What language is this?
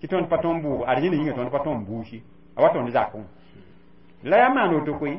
Mossi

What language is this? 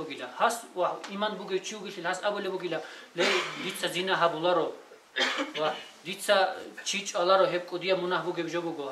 Avaric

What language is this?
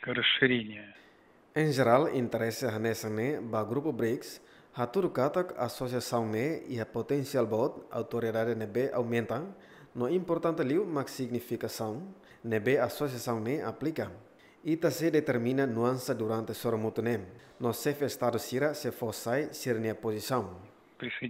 Tetum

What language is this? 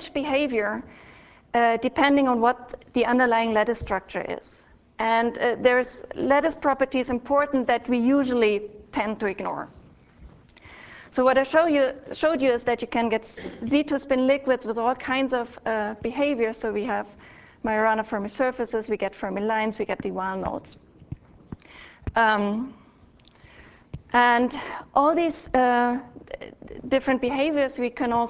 English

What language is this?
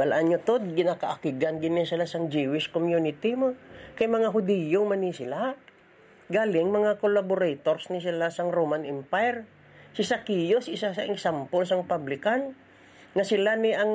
Hiligaynon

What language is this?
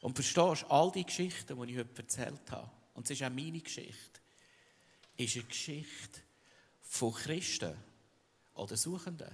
Swiss German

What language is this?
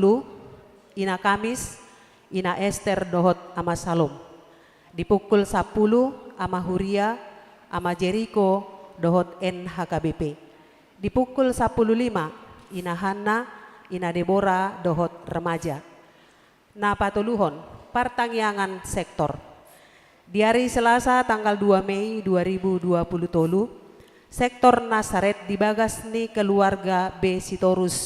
Batak Toba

